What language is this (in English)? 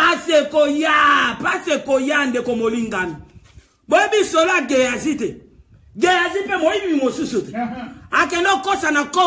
Lingala